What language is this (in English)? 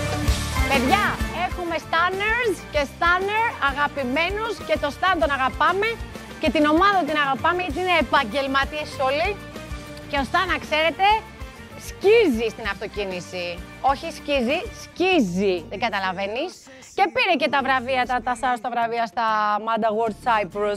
Greek